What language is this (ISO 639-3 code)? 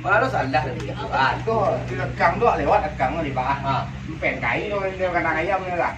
min